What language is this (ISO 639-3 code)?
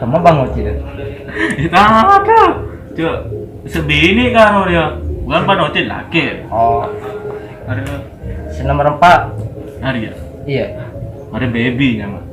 mad